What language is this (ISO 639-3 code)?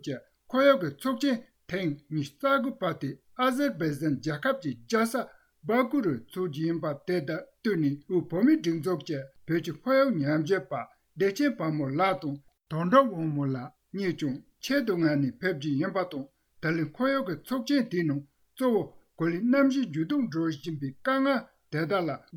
bod